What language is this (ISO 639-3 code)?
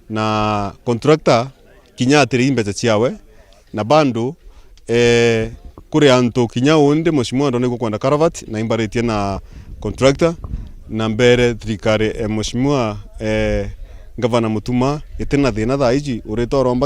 mer